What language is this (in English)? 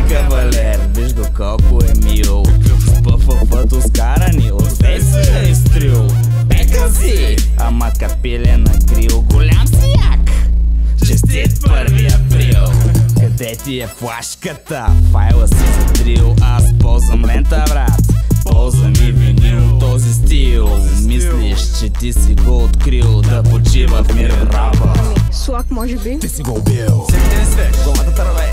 Bulgarian